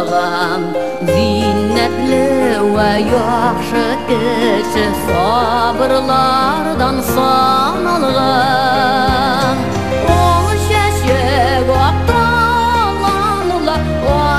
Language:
Tatar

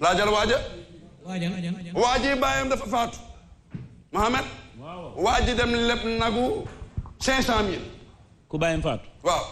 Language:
Wolof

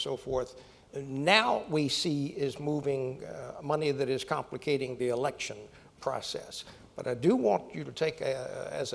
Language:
English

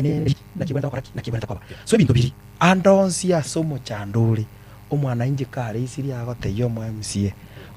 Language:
Gusii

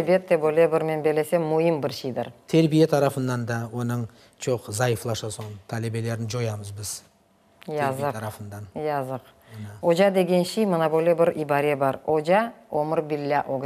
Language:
Crimean Tatar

